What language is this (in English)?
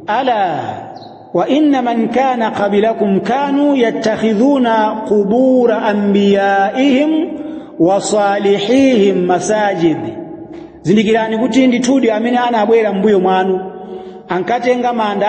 Nyanja